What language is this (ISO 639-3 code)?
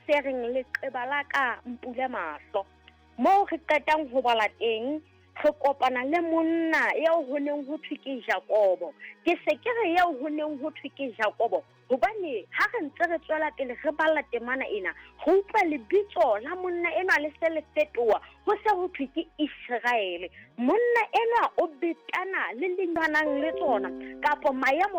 sot